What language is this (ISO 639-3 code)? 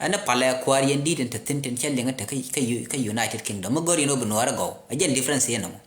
nus